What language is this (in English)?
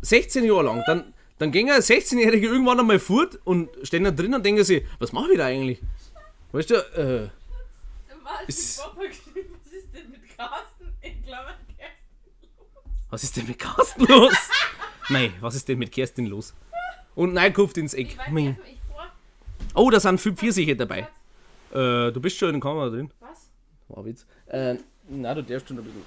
Bavarian